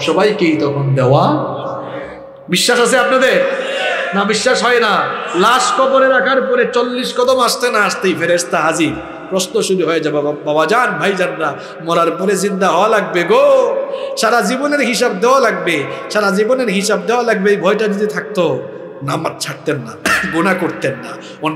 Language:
Bangla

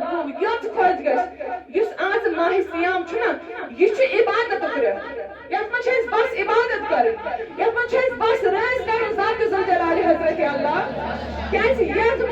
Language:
Kashmiri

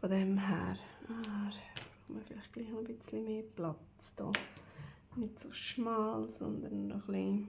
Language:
Swiss German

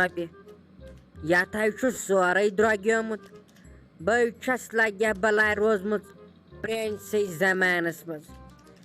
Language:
Kashmiri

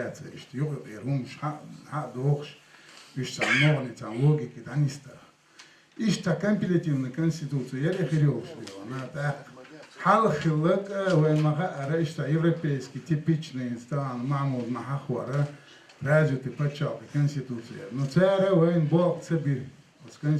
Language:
Chechen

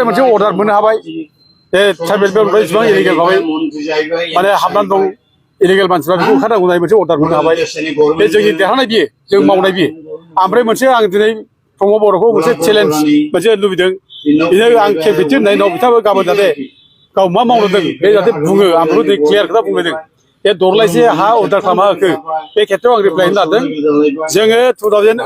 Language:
Bodo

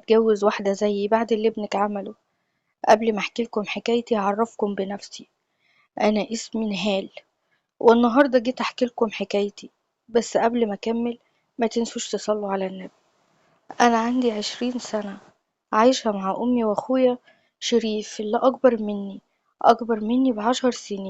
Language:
Egyptian Arabic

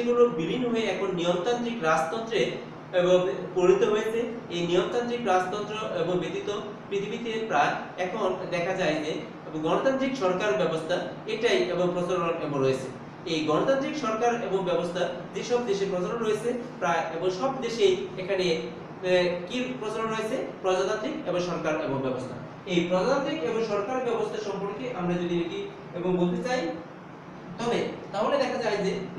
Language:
Bangla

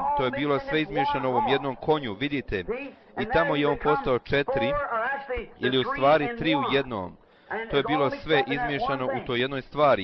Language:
Bosnian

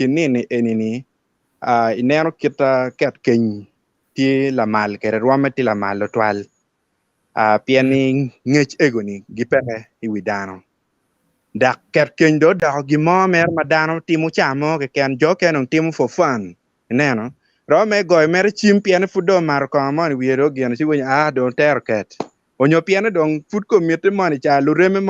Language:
Acoli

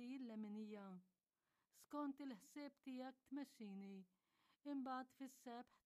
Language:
Maltese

